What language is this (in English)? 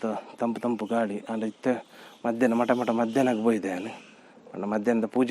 Tulu